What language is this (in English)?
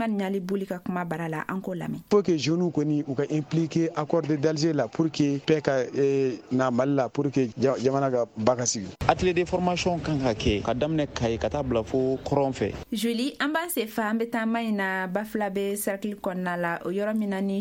Bambara